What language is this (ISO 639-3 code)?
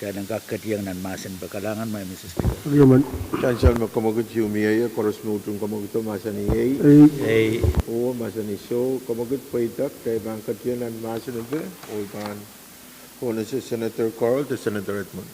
pon